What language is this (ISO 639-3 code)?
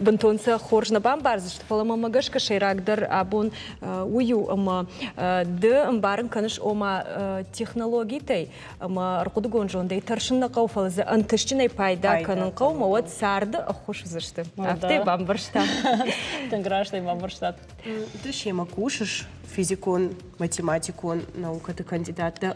oss